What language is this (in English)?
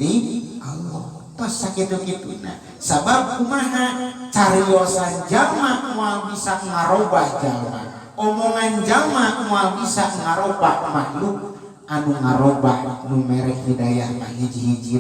Sundanese